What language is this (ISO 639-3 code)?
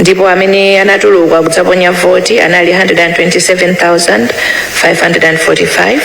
nya